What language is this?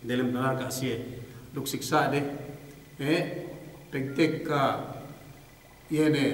Yakan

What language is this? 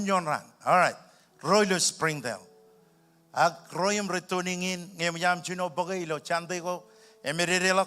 Marshallese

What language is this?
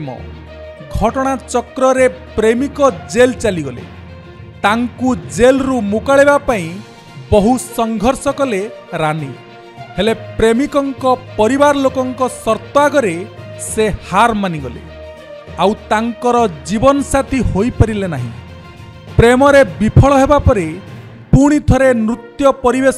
Odia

